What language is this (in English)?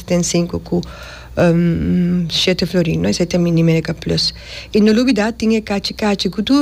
Papiamento